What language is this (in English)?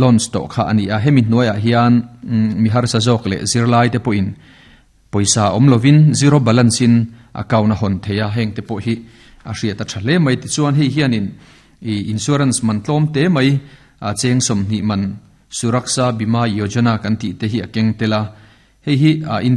Mizo